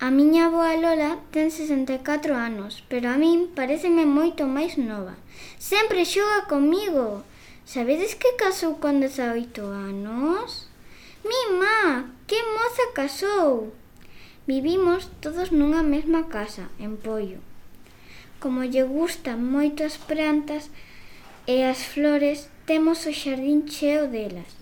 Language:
Galician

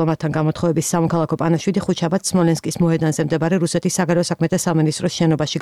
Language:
Georgian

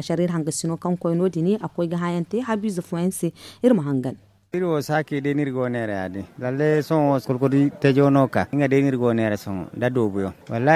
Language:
Zarma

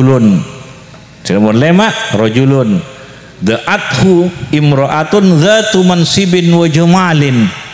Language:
Madurese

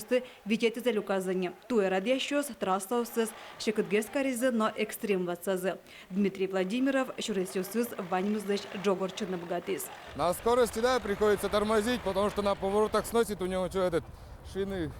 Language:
Udmurt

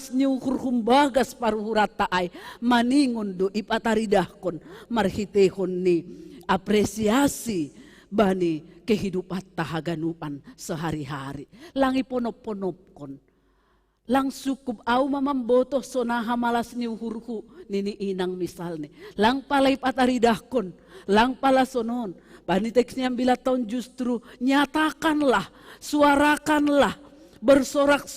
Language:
Batak Simalungun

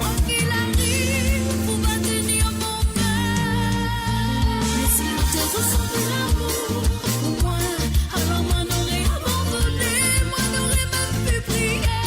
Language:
Morisyen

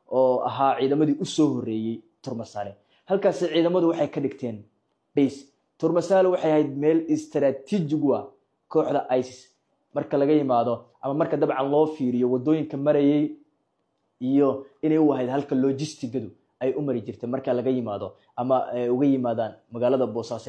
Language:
Somali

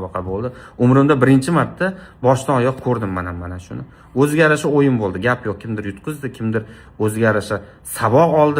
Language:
Uzbek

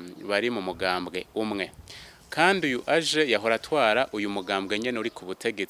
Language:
Rundi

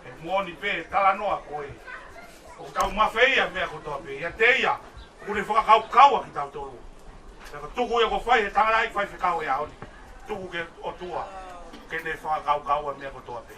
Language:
Tongan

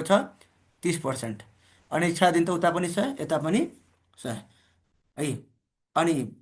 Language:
Nepali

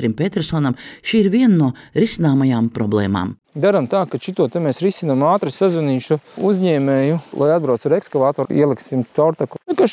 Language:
Latvian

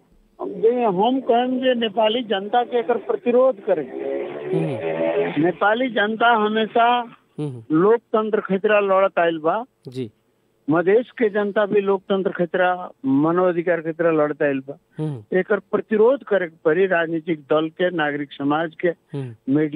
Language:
Bhojpuri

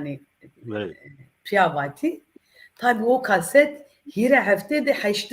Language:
Zaza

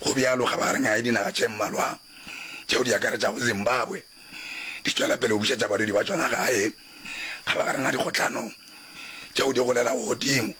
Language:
Northern Sotho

